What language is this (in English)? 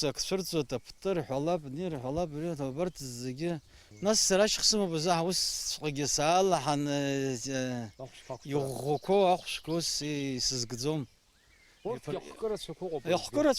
Abkhazian